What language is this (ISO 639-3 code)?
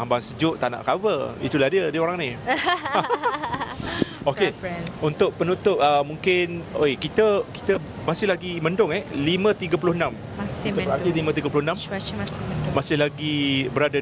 msa